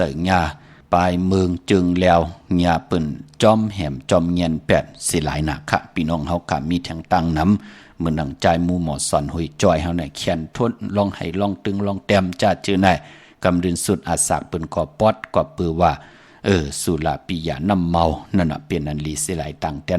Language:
Shan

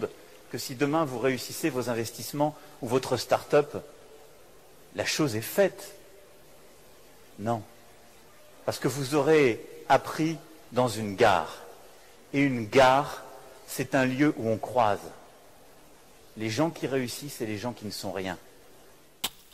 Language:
French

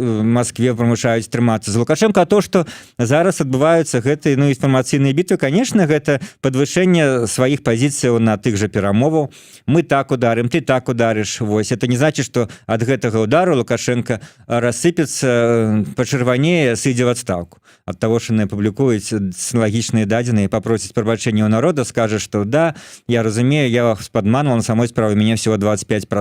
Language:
Belarusian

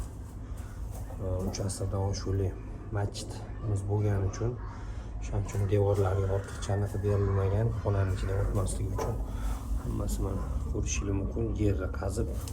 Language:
Uzbek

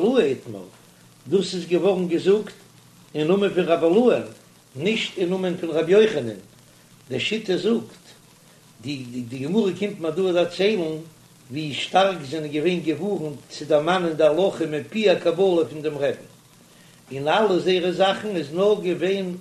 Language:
Yiddish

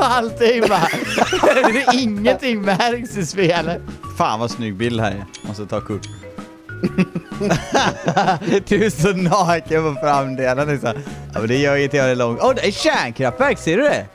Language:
Swedish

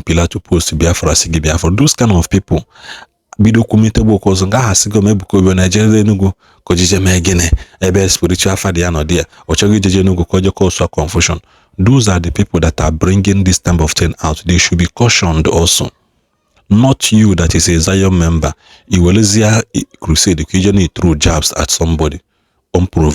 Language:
Igbo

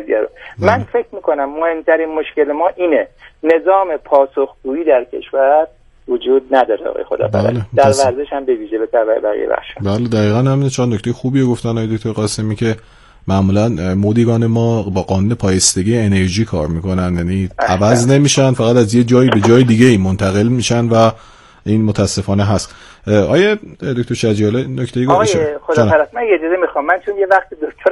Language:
Persian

